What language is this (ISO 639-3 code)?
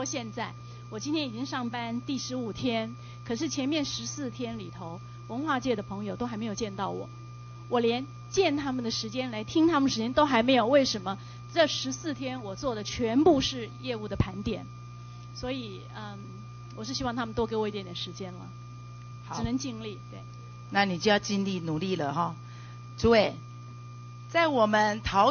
zho